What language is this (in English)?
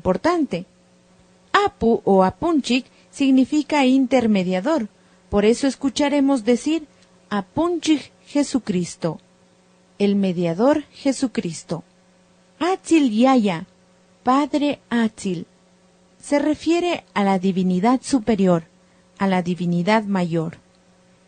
Imbabura Highland Quichua